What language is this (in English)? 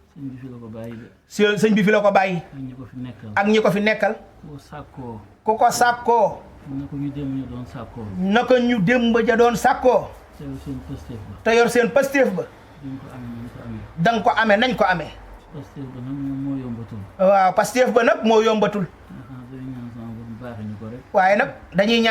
Wolof